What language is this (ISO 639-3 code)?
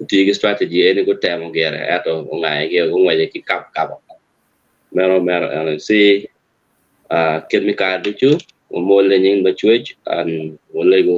ach